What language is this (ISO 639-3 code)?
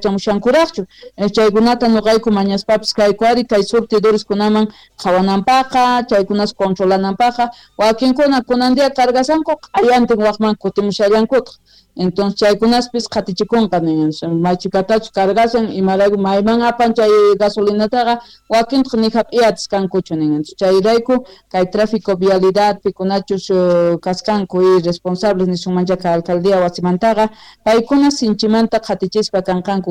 quh